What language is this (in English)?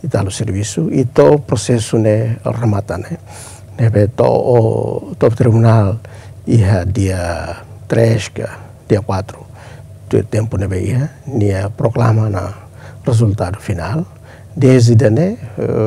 Tetum